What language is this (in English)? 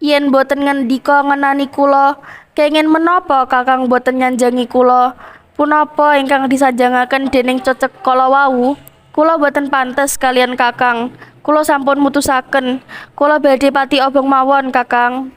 Javanese